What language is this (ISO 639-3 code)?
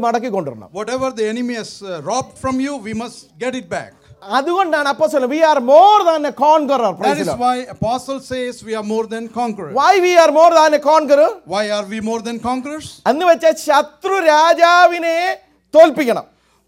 mal